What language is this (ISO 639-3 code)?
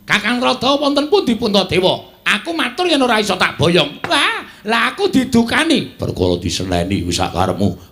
jav